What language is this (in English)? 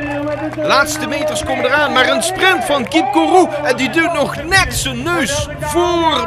Dutch